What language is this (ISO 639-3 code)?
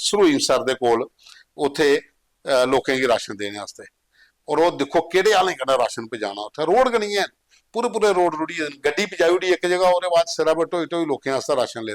doi